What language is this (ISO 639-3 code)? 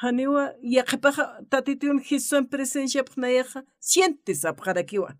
aym